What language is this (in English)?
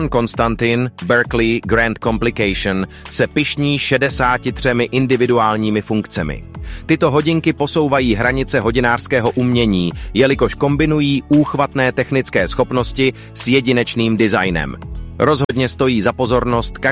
Czech